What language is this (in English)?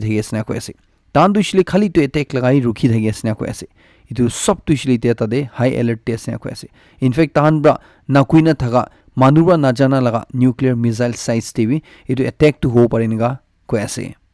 Naga Pidgin